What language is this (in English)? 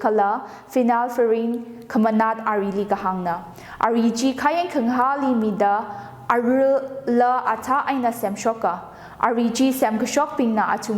Tangkhul Naga (India)